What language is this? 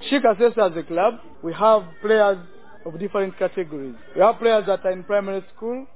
Nyoro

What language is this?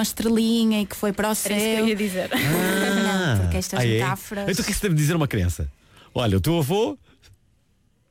Portuguese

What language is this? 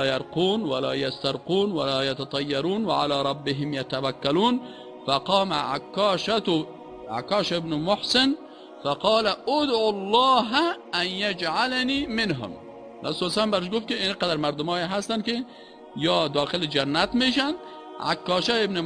Persian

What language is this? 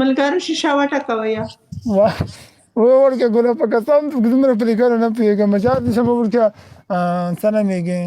Pashto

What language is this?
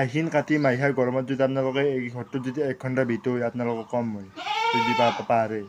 Assamese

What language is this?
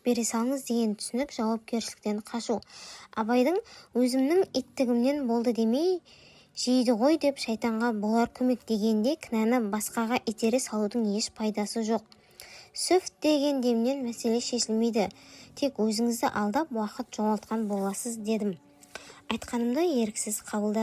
Kazakh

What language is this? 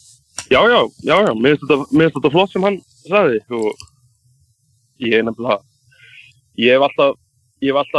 Icelandic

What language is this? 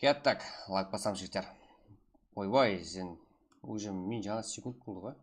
Kara-Kalpak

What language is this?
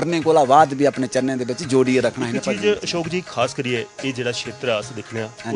Dogri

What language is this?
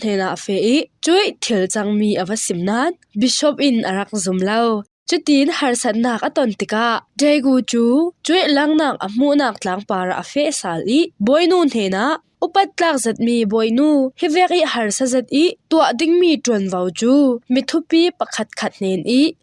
Falam Chin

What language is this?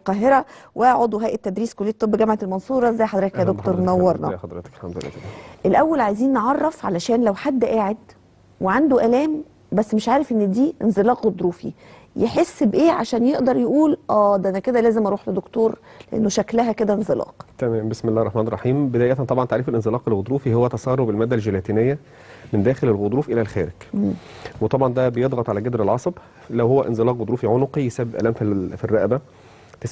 Egyptian Arabic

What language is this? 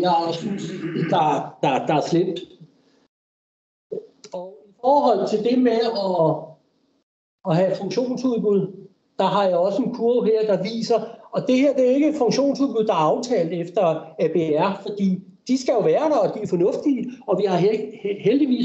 Danish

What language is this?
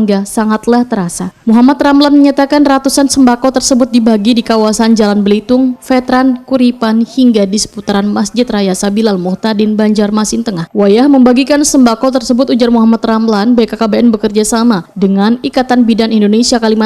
Banjar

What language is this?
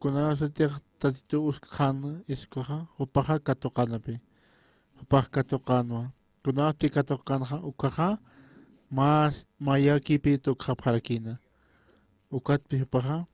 Aymara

